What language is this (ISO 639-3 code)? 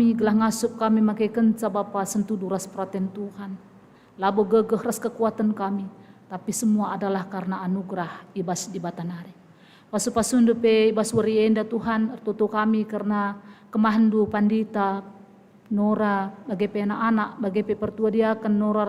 btx